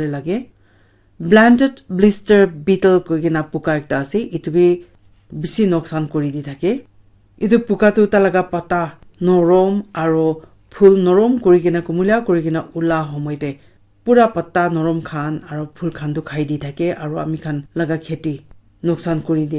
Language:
Naga Pidgin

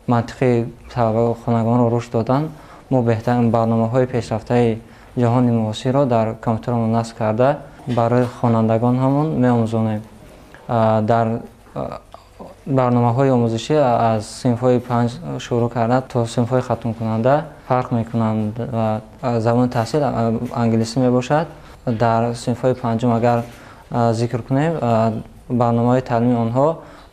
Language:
Tajik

